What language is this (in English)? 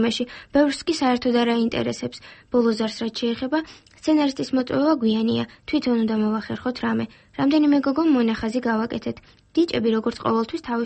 Georgian